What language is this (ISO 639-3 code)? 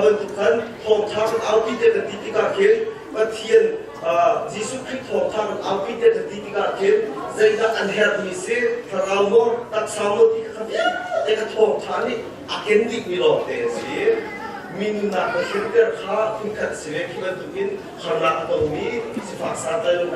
cnh